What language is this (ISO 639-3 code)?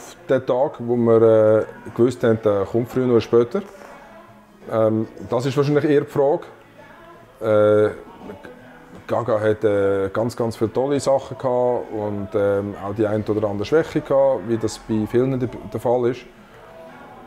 deu